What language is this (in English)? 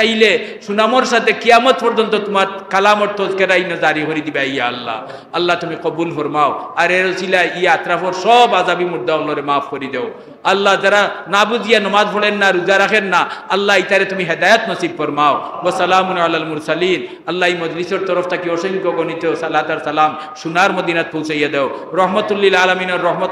Sylheti